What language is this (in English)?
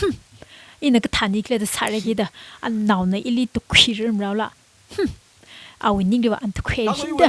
Tangkhul Naga (India)